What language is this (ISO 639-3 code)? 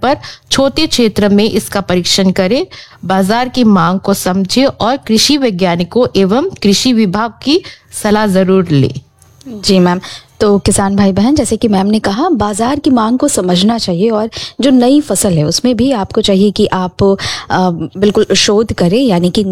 hin